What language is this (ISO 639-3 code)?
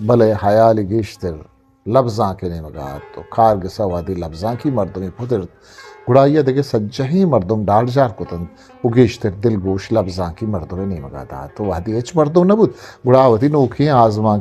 bgp